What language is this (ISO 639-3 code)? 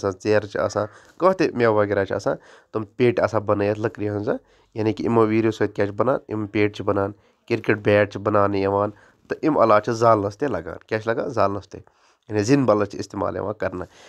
kas